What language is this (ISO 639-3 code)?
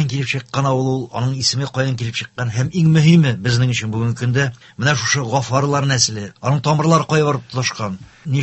tat